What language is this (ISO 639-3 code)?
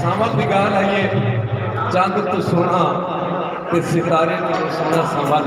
skr